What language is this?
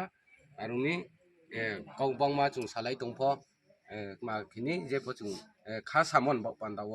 Riang (India)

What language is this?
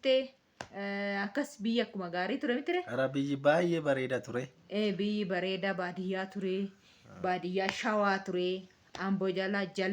Oromo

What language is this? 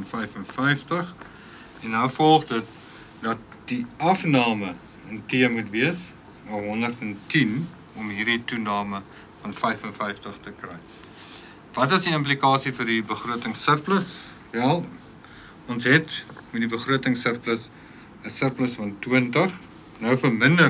Afrikaans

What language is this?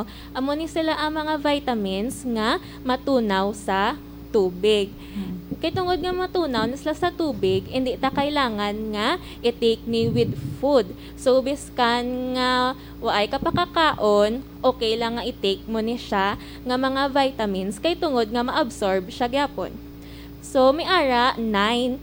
Hiligaynon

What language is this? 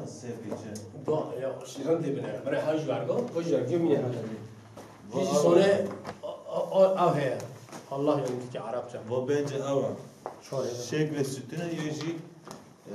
Kurdish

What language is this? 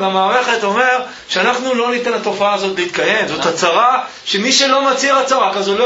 Hebrew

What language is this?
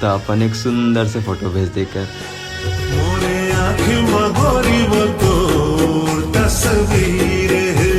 Chhattisgarhi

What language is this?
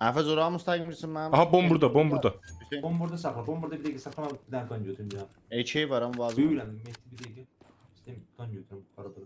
South Azerbaijani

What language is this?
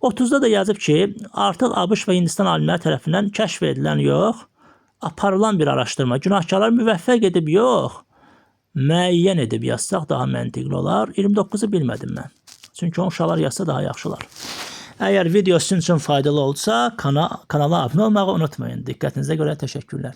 Azerbaijani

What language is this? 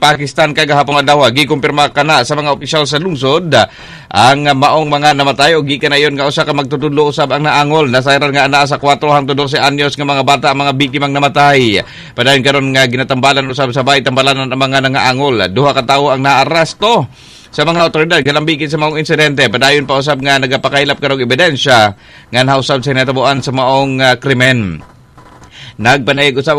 Cebuano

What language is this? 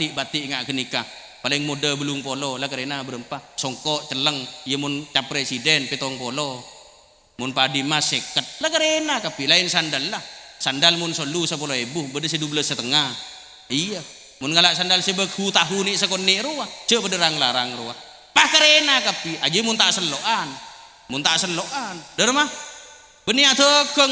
Madurese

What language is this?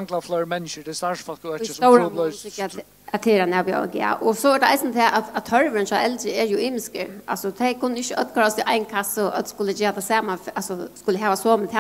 Faroese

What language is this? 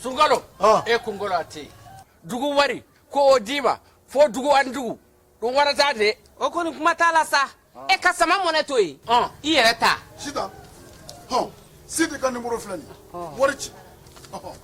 Bambara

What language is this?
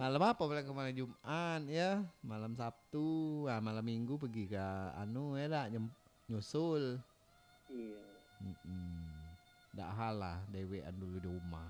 Minangkabau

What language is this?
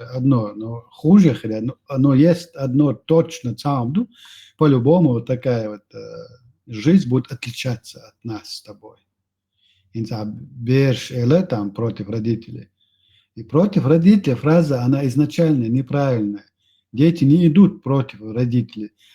Chechen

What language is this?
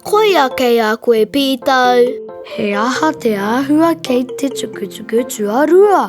Māori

